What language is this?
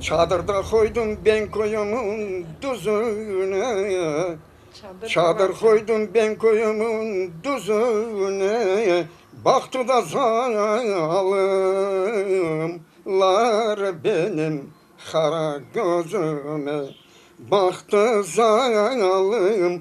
Crimean Tatar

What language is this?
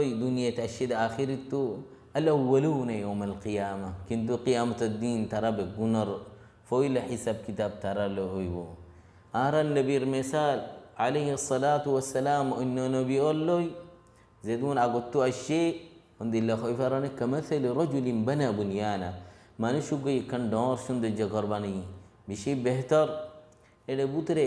Rohingya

